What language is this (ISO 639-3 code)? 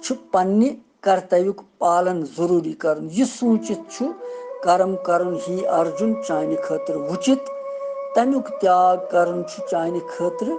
kas